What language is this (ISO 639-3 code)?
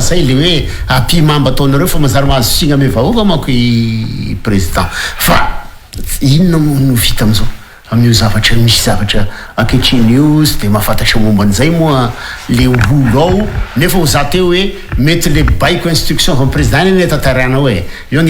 mlg